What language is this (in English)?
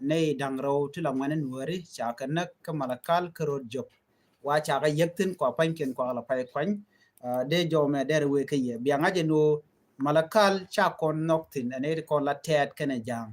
Nuer